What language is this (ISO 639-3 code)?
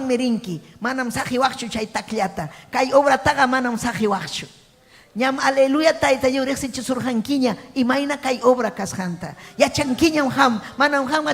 quy